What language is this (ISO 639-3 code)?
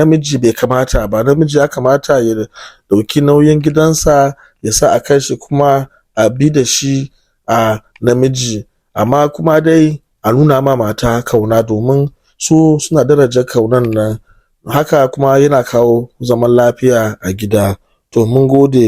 hau